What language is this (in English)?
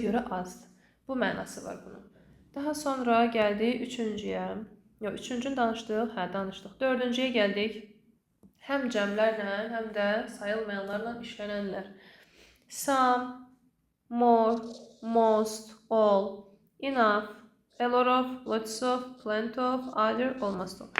Azerbaijani